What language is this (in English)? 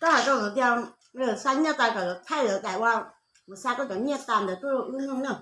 Hmong